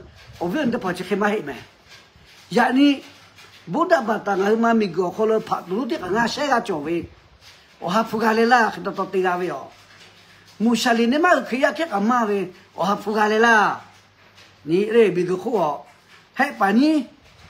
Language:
Lahu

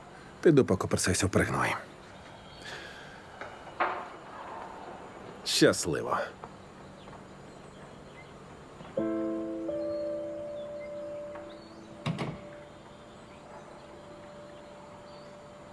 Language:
Ukrainian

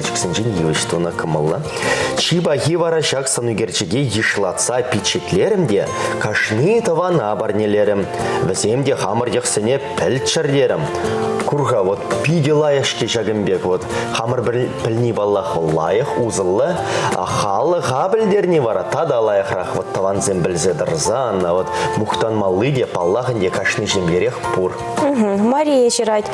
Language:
Chuvash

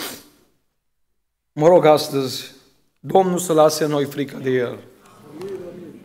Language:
Romanian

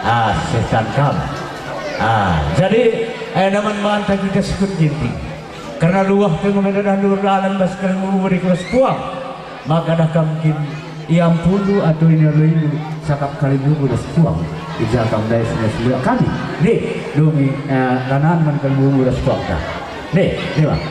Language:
Batak Karo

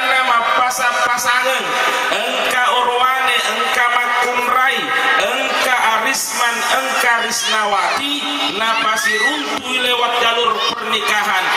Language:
Buginese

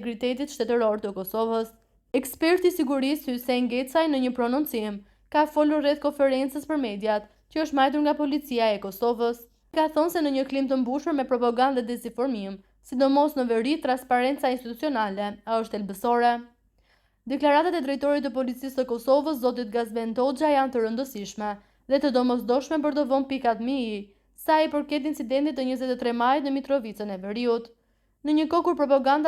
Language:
Albanian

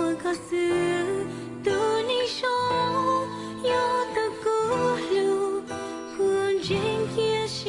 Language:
Hmong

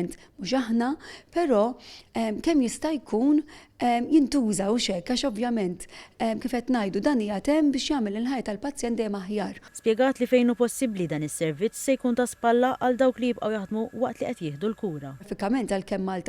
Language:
Maltese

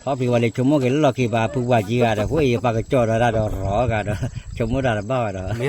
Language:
S'gaw Karen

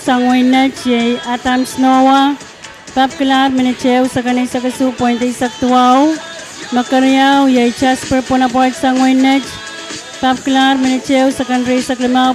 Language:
Pohnpeian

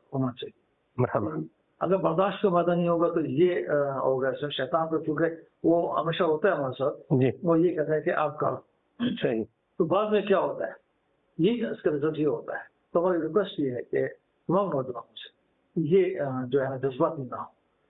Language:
Urdu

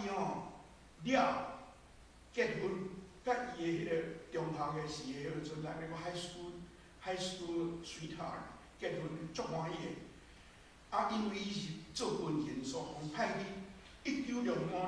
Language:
Min Nan Chinese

